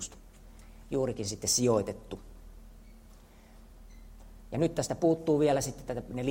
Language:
Finnish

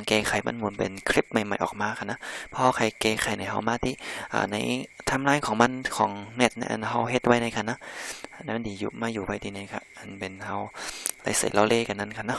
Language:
Shan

